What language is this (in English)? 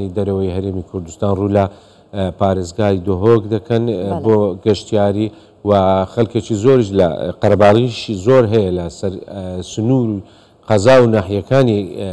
Central Kurdish